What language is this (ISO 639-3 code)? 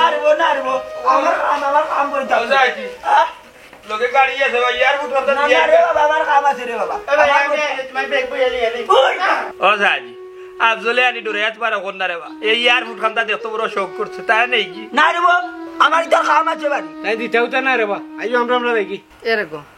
syl